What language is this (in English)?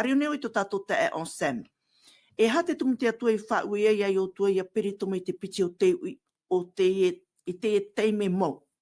Tahitian